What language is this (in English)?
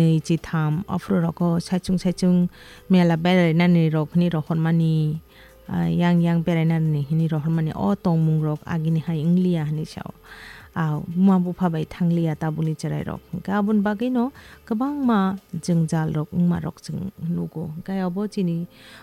Kok Borok